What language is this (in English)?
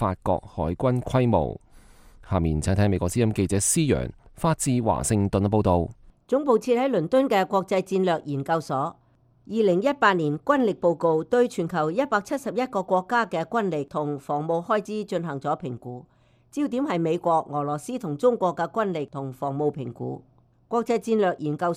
Cantonese